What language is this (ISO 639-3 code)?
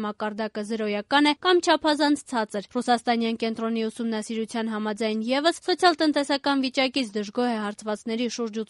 hye